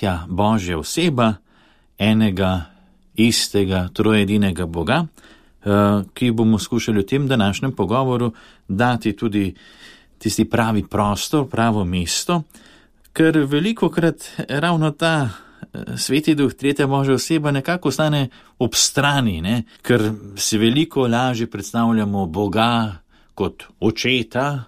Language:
Slovenian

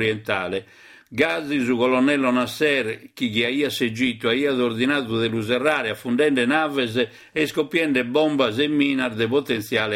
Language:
Sardinian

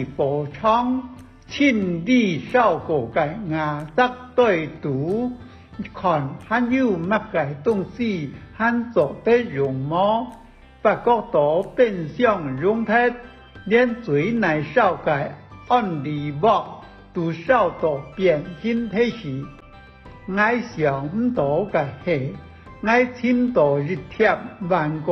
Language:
Hakka Chinese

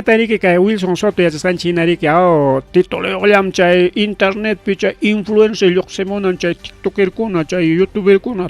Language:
Ayacucho Quechua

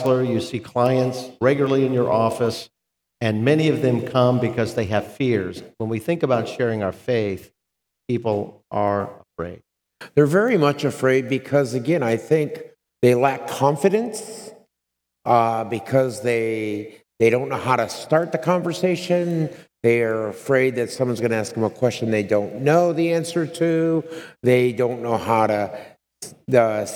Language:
English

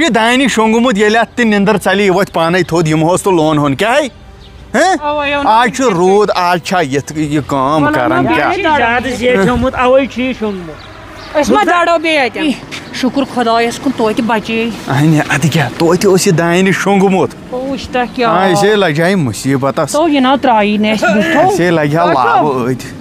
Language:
Kashmiri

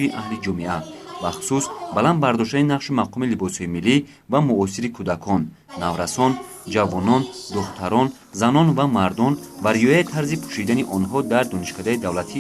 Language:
Tajik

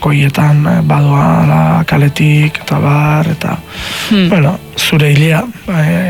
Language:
Basque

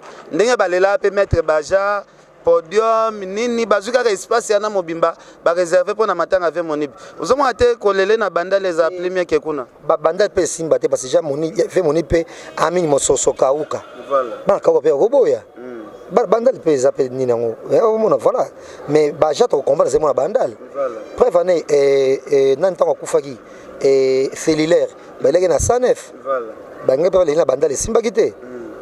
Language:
Lingala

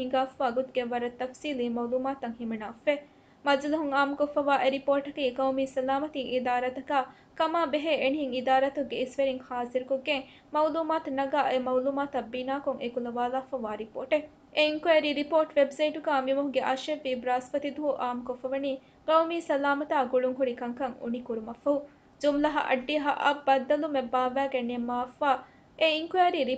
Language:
Divehi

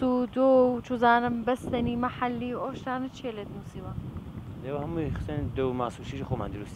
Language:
Central Kurdish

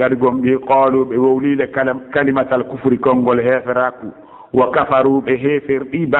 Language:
Pular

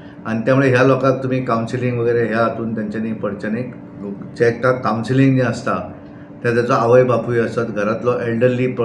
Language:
Konkani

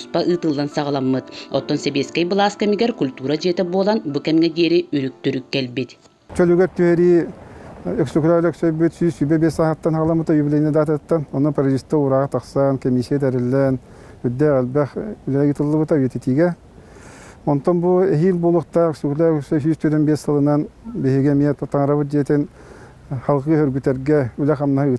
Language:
Yakut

